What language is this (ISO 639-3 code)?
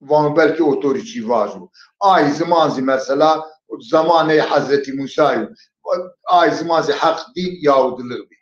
zza